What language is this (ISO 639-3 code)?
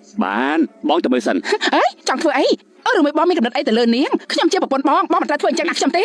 khm